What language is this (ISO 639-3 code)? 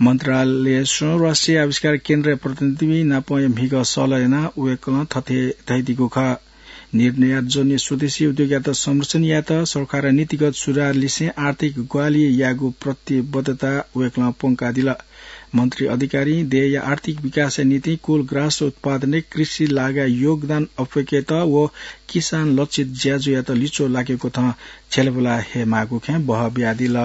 new